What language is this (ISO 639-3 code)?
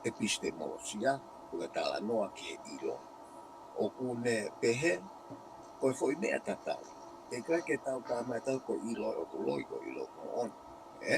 ton